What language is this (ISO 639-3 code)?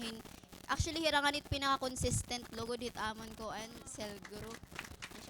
war